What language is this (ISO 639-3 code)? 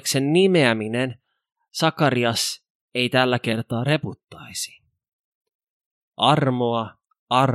fin